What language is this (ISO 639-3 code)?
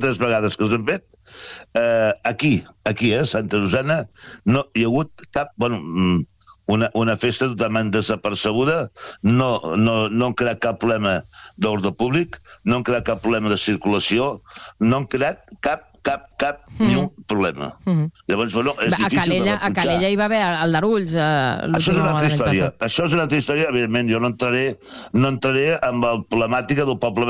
cat